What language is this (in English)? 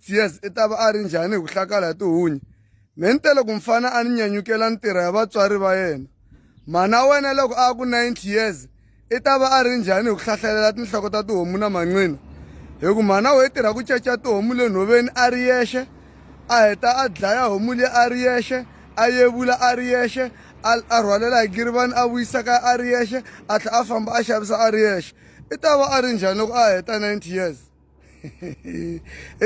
Tsonga